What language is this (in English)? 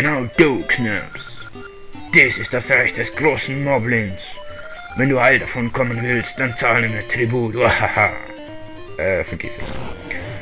Swiss German